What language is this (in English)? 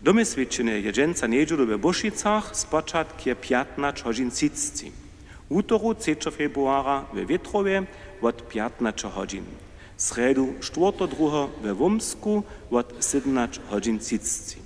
Upper Sorbian